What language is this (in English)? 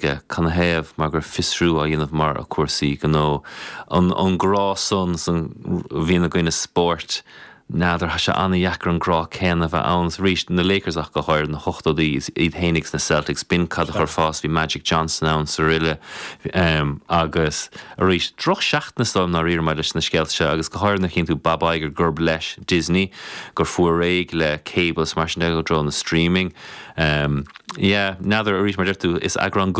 Irish